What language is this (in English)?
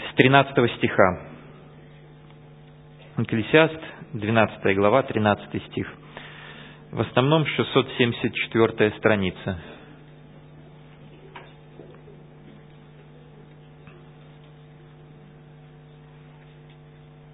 Russian